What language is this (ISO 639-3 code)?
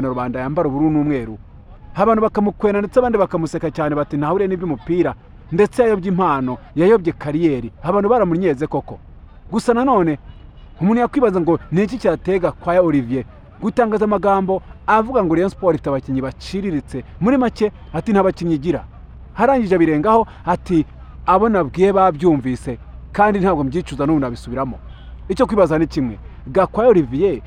kin